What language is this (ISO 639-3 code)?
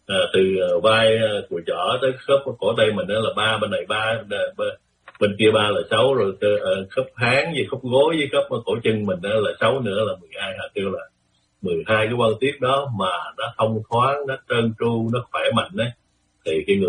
vie